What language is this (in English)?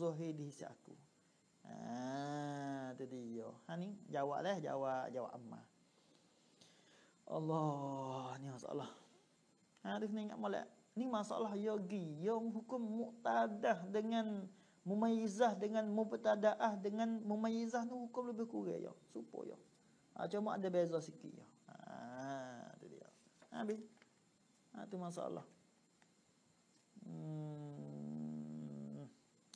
Malay